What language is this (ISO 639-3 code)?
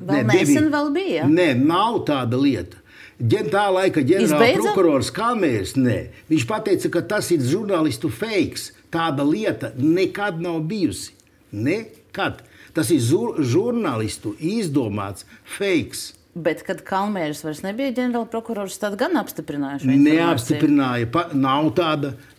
lav